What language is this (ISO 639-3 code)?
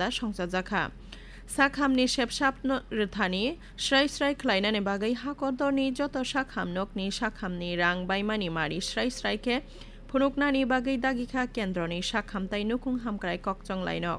trp